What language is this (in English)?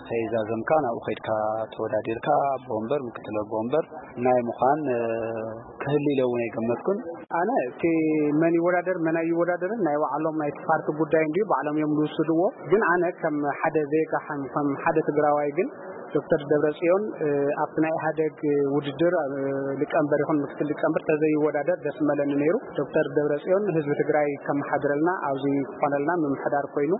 Tigrinya